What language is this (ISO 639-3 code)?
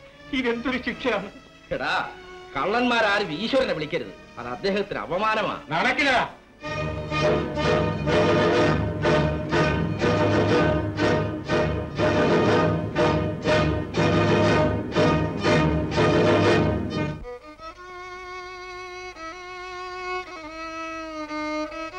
mal